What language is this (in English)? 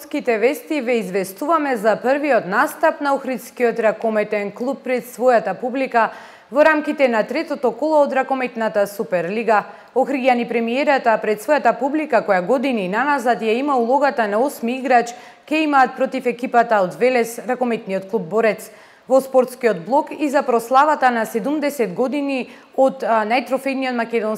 Macedonian